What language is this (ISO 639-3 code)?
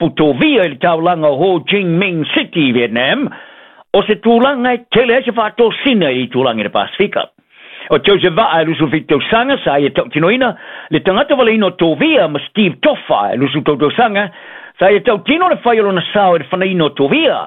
smo